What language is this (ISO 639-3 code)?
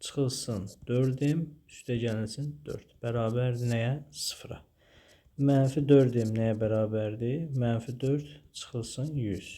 aze